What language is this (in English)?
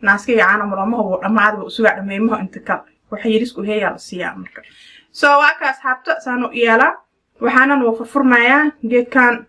Somali